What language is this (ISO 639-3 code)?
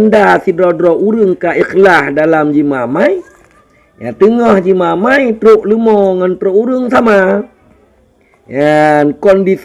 ace